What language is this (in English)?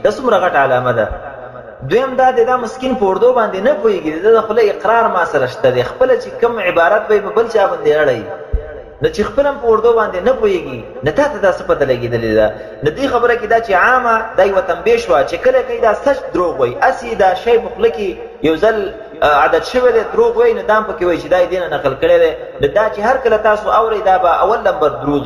Pashto